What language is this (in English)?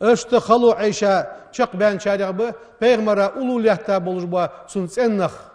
Ingush